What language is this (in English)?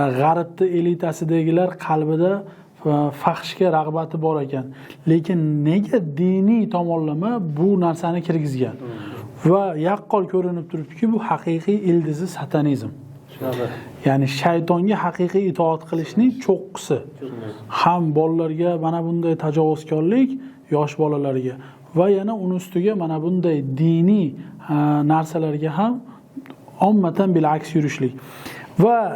Uzbek